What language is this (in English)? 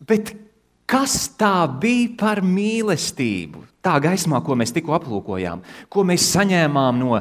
Latvian